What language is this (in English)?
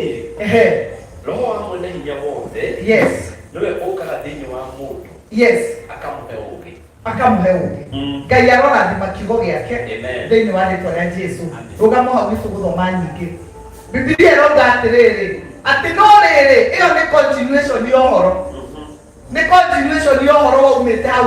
Kikuyu